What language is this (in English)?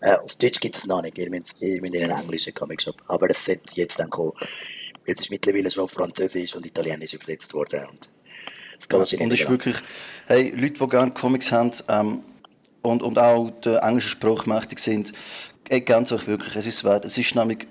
Swiss German